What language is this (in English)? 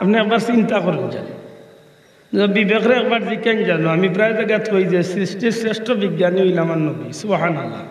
Sylheti